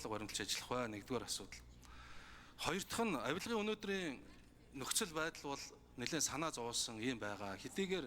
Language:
Mongolian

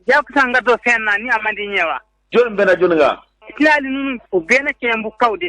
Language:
Bambara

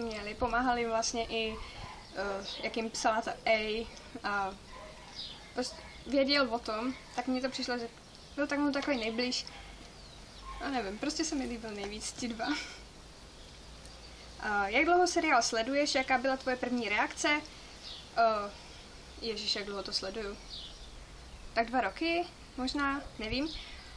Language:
Czech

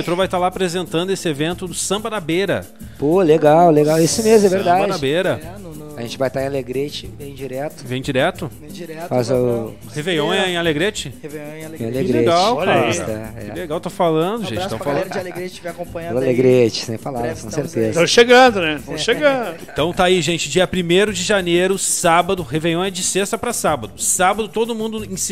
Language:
Portuguese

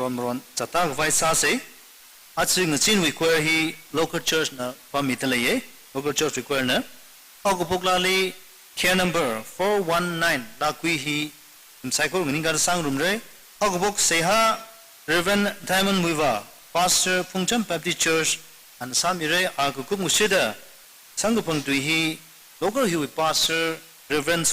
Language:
Tangkhul Naga (India)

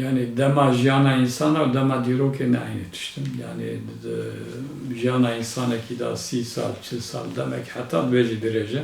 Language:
Kurdish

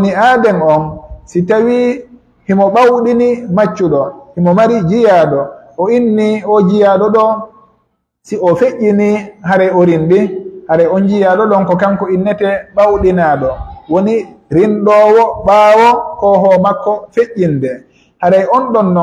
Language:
Pular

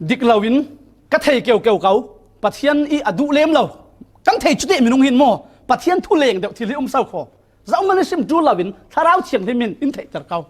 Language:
Falam Chin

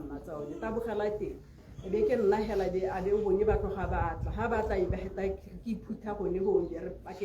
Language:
Tswana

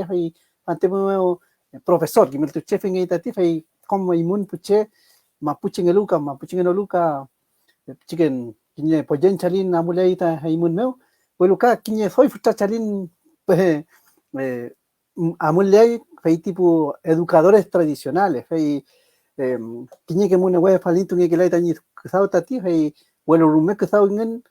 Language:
Mapuche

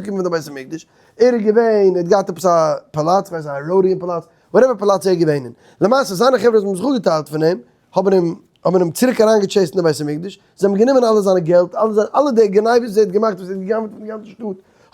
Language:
Yiddish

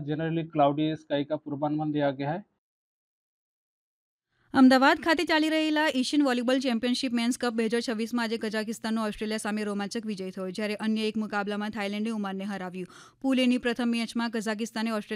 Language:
Gujarati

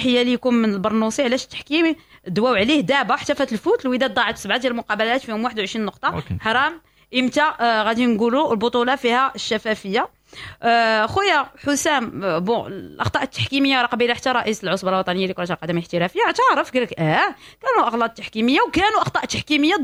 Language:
Moroccan Arabic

